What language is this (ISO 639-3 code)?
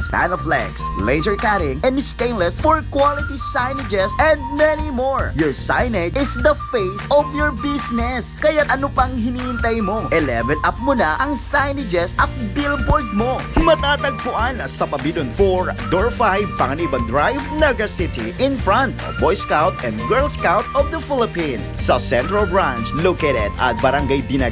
bik